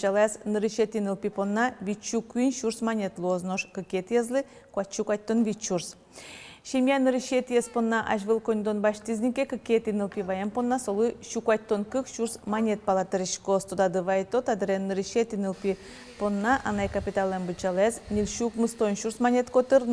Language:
Udmurt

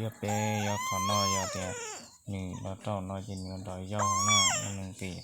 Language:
Hmong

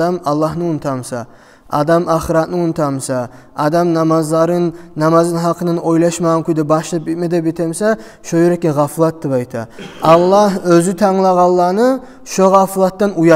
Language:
Kumyk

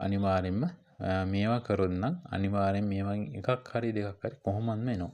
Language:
Sinhala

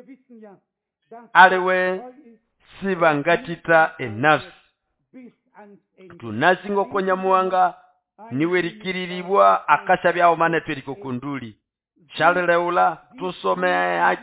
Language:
Nande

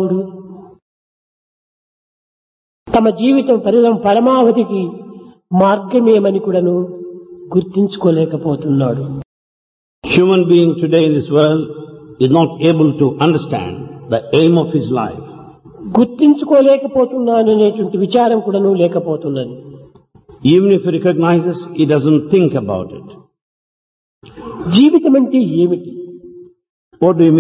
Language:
Telugu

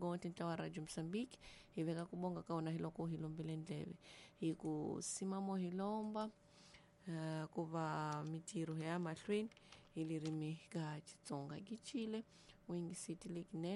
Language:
Tsonga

